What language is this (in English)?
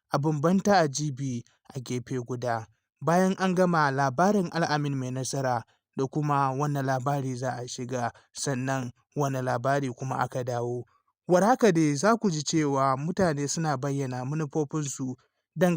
Hausa